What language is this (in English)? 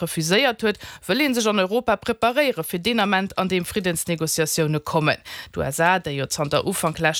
Luxembourgish